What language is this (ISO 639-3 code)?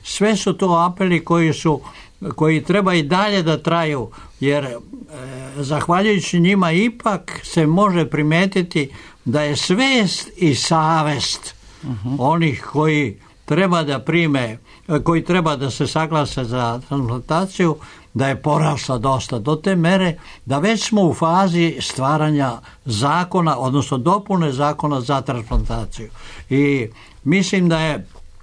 srp